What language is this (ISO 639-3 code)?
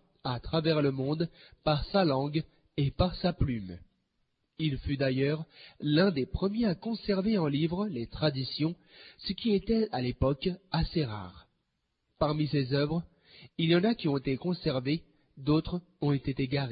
fra